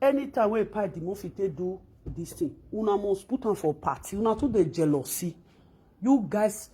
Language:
Nigerian Pidgin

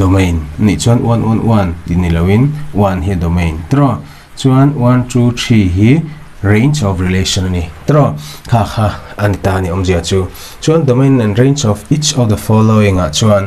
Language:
Mizo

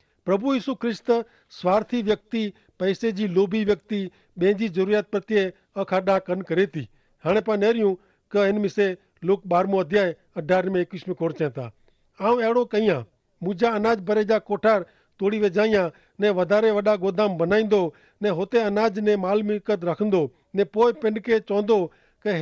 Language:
Kachhi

